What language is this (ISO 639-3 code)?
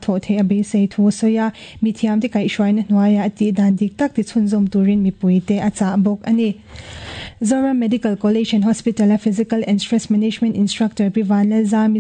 lus